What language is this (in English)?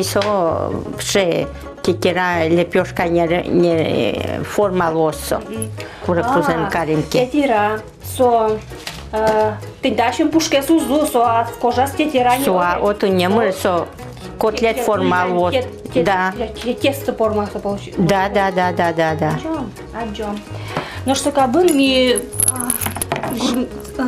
Udmurt